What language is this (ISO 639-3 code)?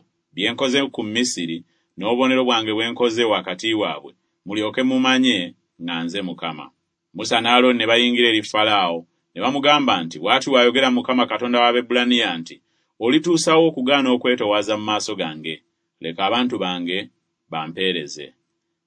lug